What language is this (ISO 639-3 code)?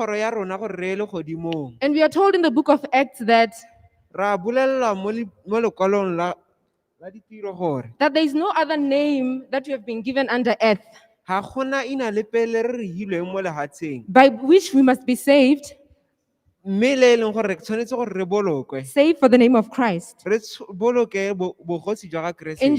tsn